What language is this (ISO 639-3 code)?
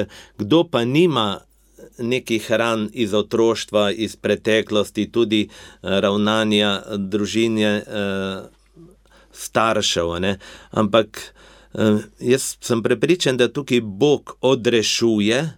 slv